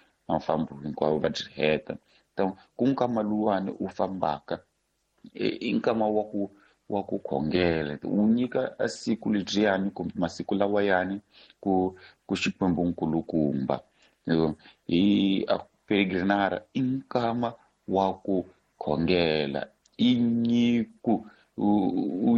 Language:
Tsonga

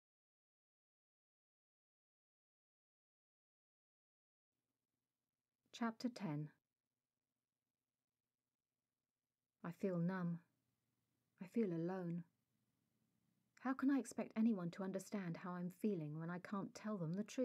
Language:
English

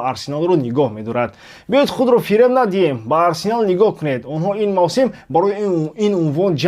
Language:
Tajik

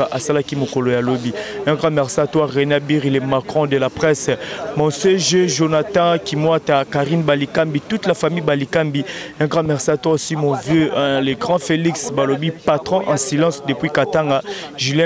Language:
Lingala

